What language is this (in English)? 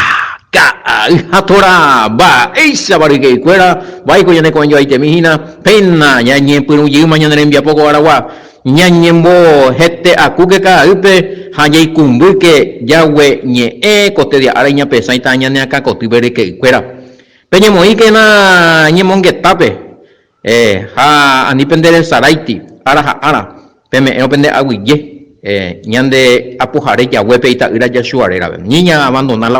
Guarani